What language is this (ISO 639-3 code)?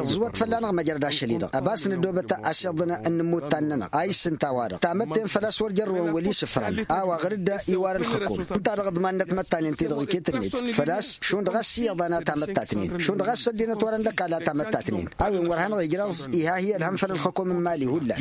taq